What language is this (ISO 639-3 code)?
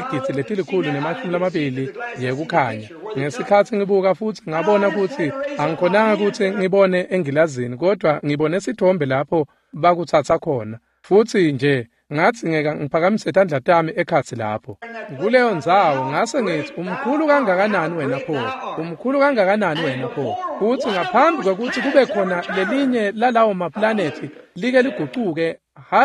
ssw